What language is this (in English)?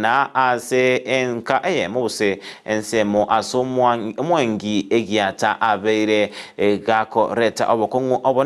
Gusii